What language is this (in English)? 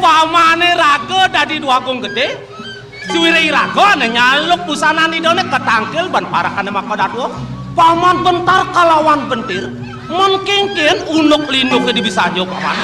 Balinese